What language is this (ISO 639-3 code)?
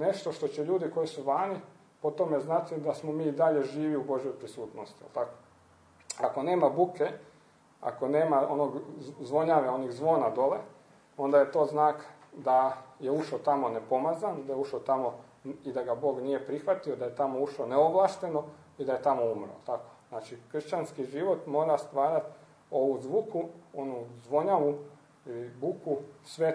hrv